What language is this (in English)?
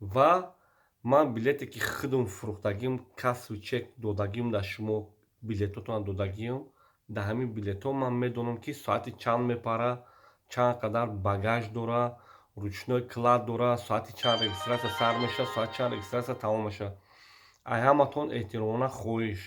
Tajik